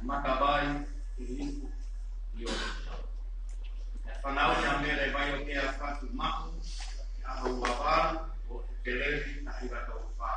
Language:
Tongan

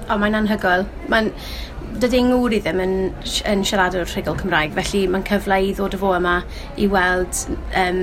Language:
Welsh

